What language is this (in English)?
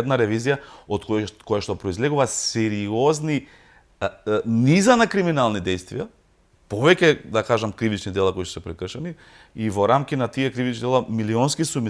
Macedonian